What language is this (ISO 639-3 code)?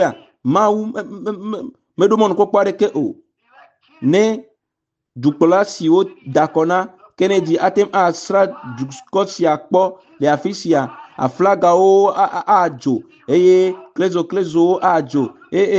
ewe